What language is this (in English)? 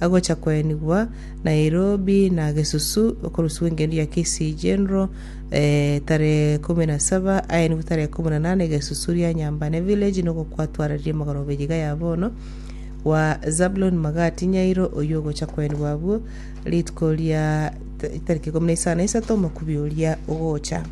Gusii